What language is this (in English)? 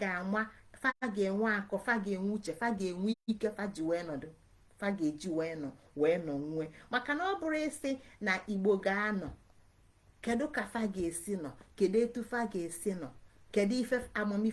Igbo